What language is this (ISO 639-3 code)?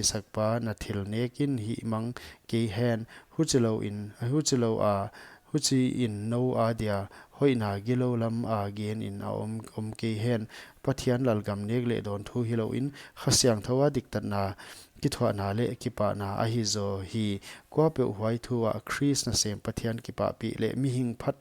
pck